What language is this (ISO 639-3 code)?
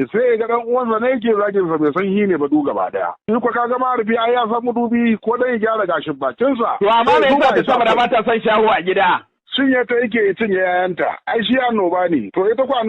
hau